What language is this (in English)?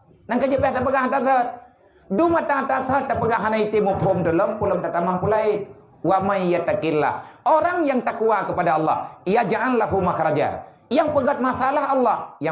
Achinese